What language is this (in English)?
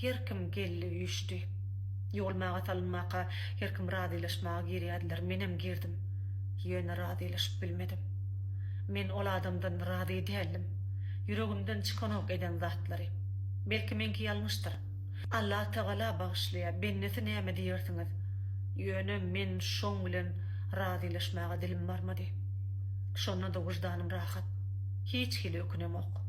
Turkmen